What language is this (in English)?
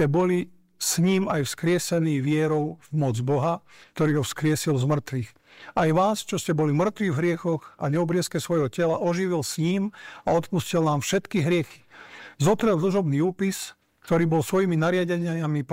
Slovak